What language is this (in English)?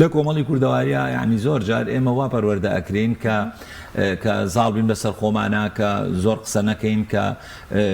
Central Kurdish